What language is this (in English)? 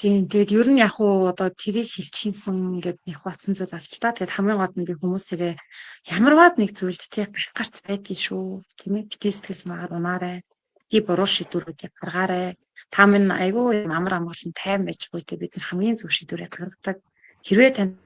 Mongolian